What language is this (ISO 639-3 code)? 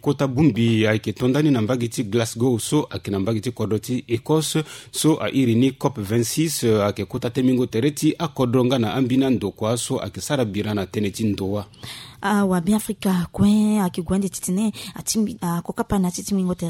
sag